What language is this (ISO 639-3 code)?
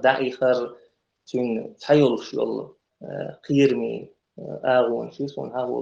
che